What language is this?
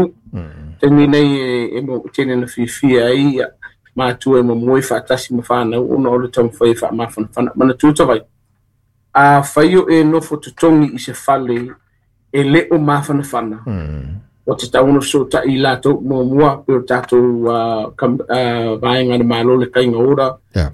Samoan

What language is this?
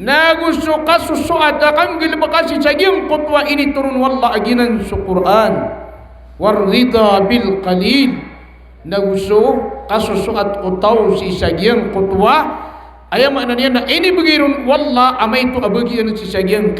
Maranao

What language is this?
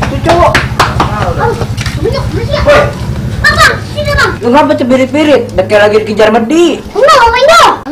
Betawi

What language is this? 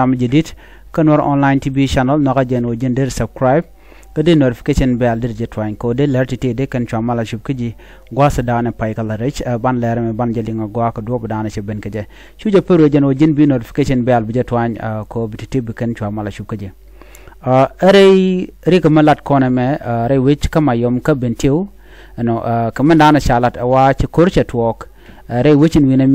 Nuer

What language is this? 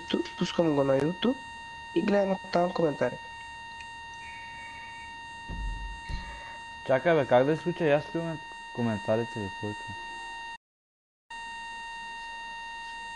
Bulgarian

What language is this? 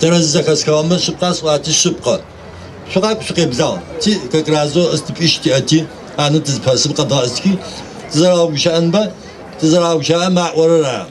Adyghe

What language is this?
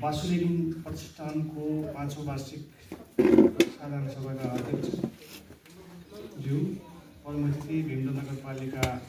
Nepali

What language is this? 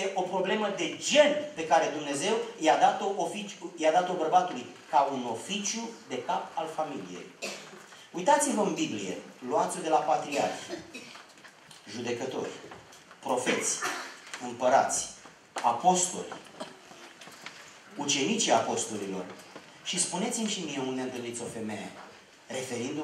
Romanian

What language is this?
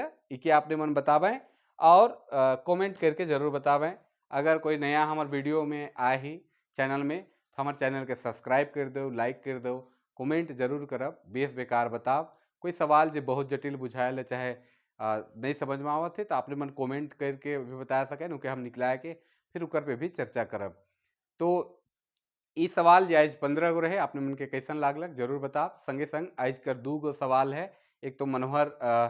Sadri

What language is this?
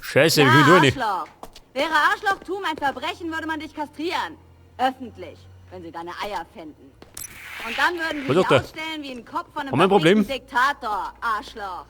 Bavarian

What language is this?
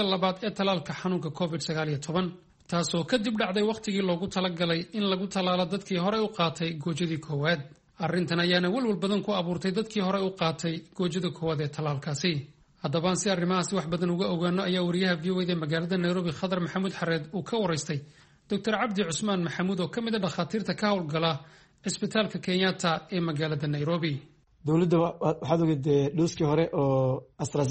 Somali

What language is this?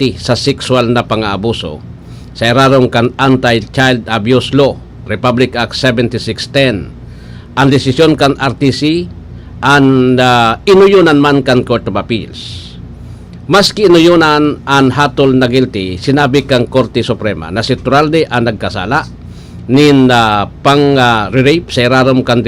Bikol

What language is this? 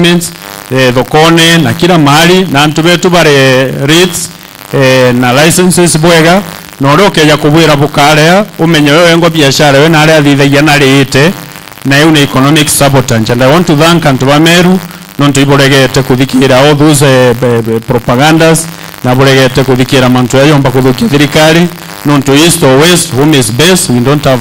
Meru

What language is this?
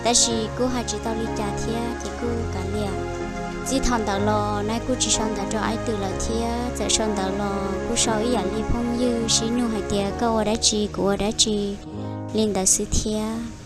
Hmong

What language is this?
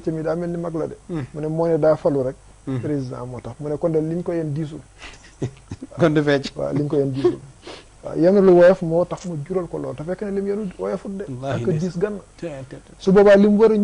Wolof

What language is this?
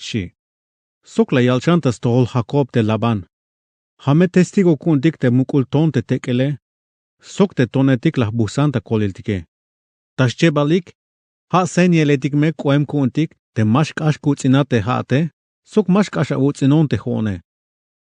Tzeltal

